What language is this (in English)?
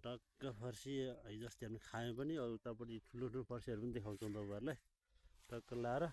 Nepali